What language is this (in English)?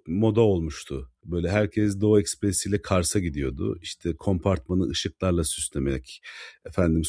Turkish